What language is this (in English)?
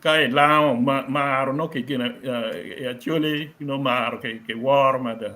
Acoli